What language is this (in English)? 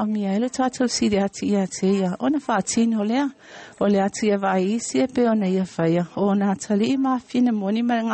Samoan